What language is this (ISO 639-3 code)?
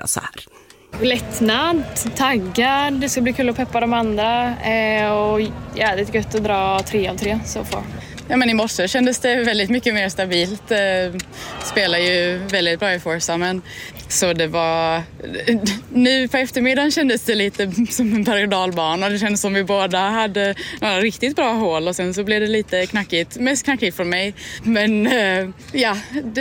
swe